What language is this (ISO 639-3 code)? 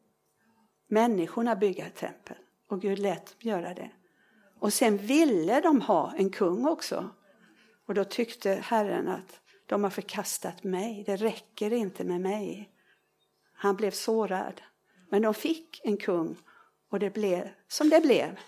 swe